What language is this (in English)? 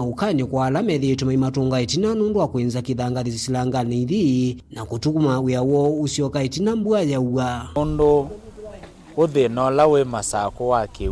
Kamba